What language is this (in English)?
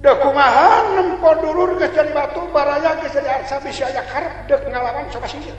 Sundanese